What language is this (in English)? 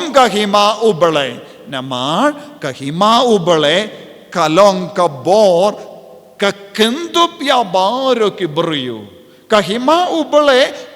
Khasi